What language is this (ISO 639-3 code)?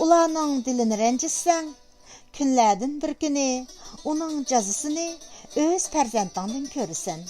uig